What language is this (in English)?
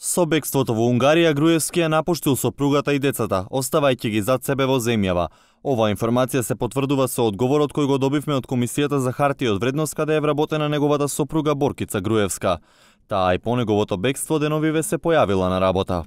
Macedonian